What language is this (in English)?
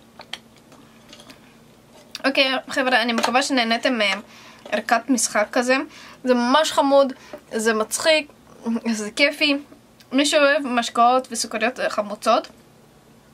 Hebrew